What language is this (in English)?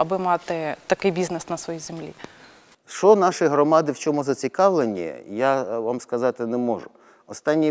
Ukrainian